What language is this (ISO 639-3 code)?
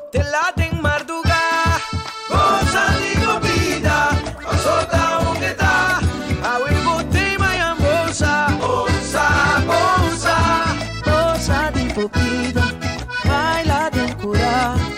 pap